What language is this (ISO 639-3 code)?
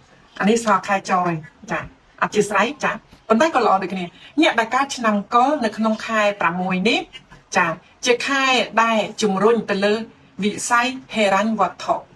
khm